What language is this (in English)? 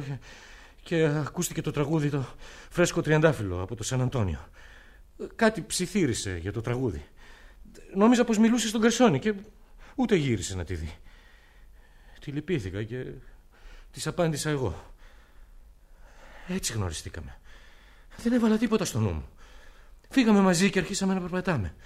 Greek